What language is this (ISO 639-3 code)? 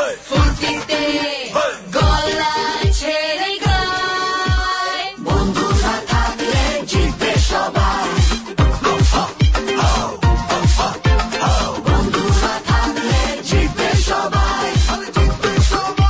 ben